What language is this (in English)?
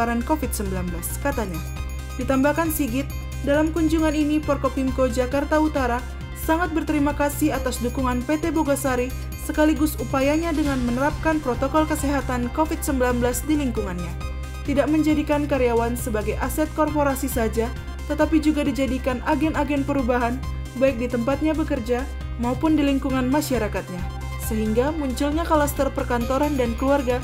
Indonesian